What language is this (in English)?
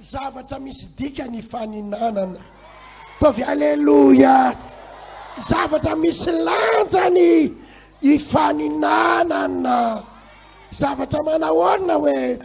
Malagasy